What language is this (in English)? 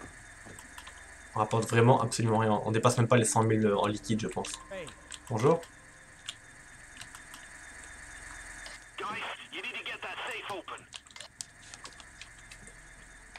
French